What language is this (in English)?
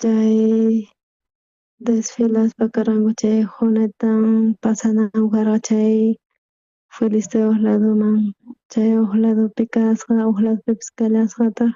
South Bolivian Quechua